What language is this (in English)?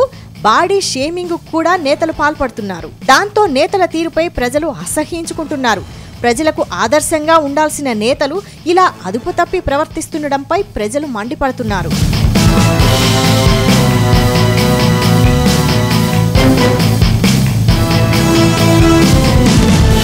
Telugu